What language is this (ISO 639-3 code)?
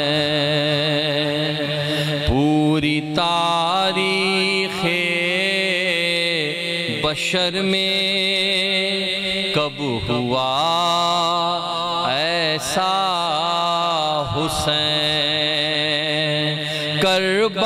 urd